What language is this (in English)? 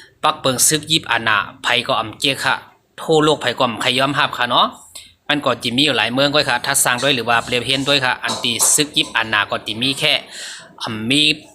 Shan